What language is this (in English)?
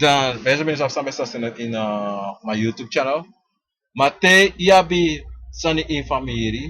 Sranan Tongo